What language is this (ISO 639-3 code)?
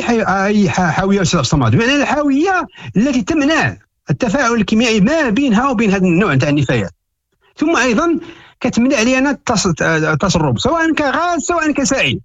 ary